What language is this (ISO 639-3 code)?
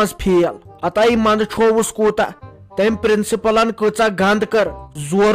kas